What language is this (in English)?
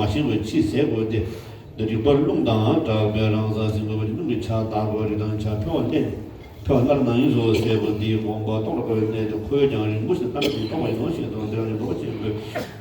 Tibetan